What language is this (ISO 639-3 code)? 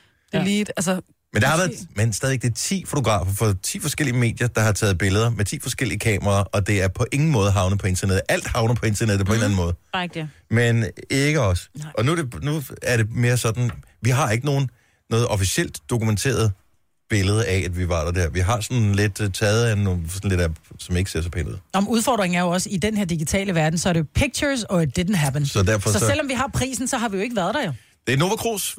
dan